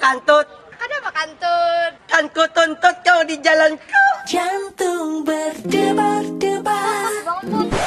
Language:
Banjar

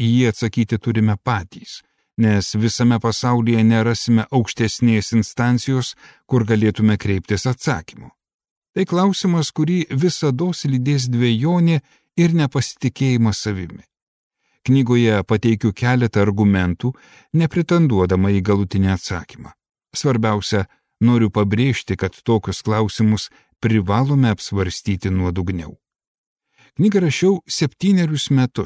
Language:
Lithuanian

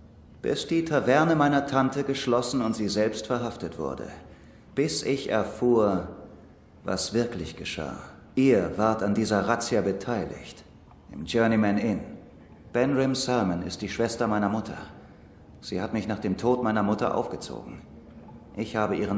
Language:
Swiss German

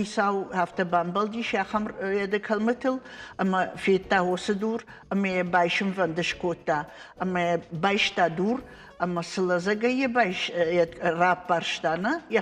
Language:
Ossetic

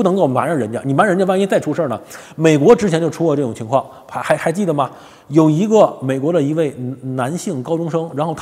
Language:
Chinese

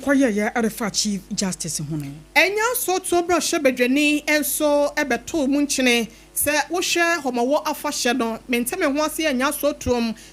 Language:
Akan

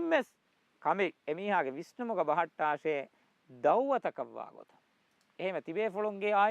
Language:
Divehi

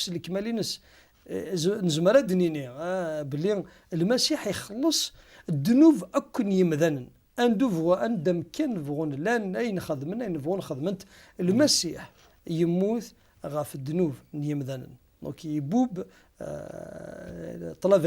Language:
Kabyle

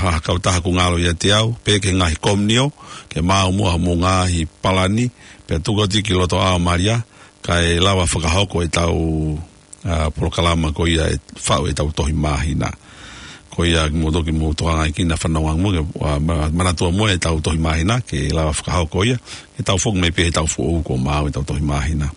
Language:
Tongan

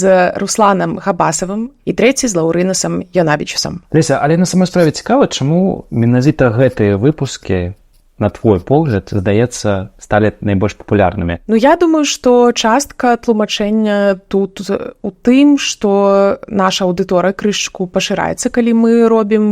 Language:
Belarusian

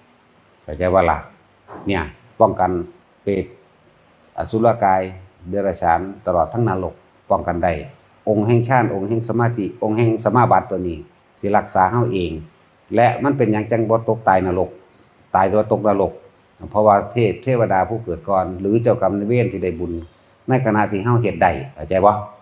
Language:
Northeastern Thai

